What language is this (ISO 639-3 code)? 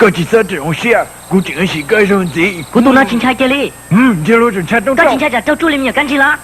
hmn